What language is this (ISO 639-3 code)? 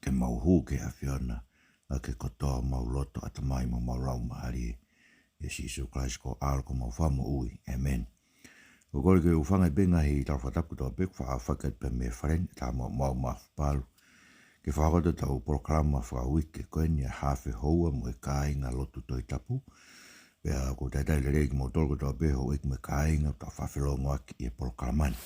ton